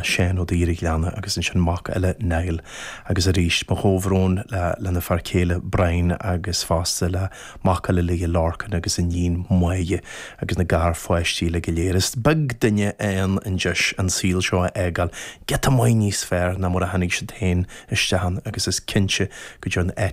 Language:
Irish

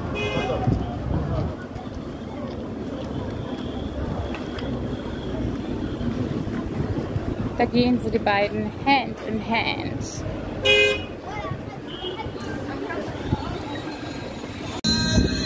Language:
German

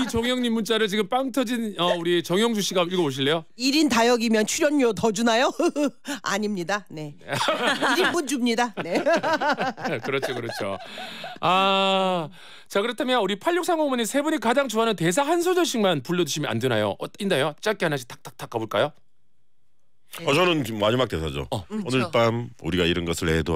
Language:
Korean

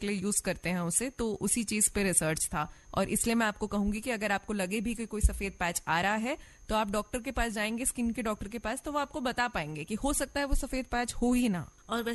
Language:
Hindi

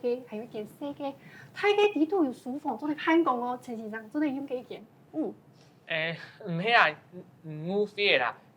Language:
Hakka Chinese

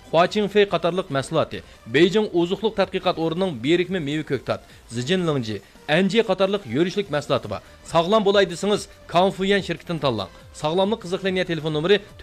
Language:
Uyghur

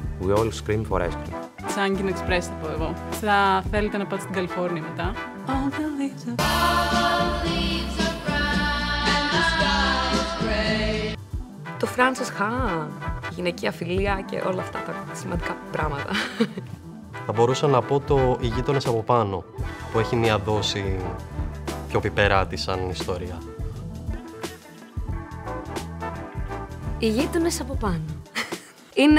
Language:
Greek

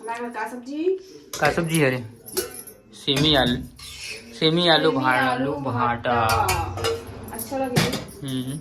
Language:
Chhattisgarhi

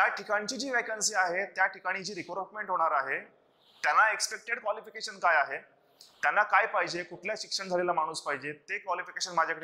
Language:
Marathi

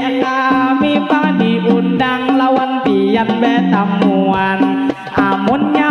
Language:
Banjar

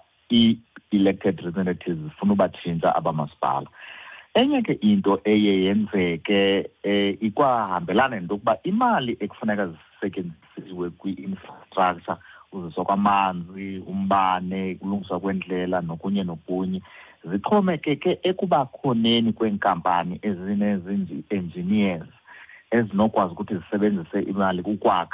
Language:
Xhosa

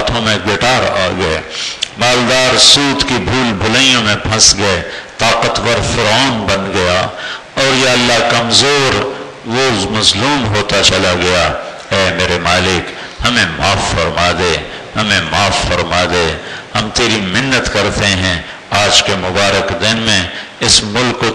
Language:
Urdu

